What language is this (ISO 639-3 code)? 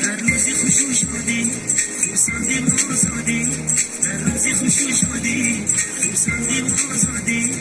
tgk